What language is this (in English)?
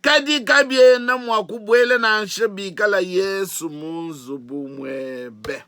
Luba-Lulua